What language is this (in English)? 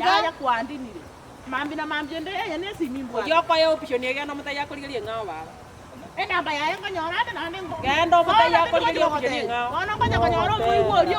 Gusii